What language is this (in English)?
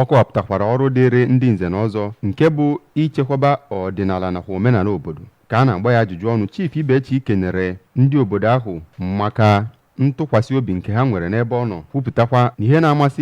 Igbo